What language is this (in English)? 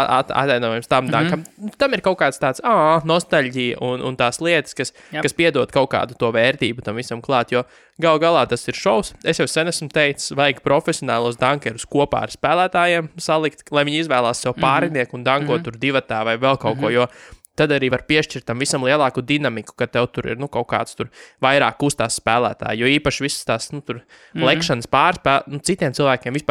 Latvian